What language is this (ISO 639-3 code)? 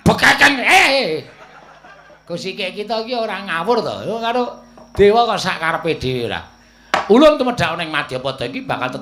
jav